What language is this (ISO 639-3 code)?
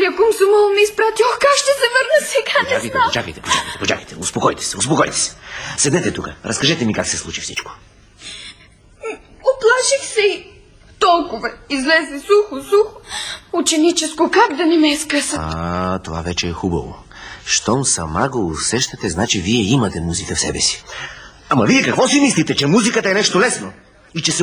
bul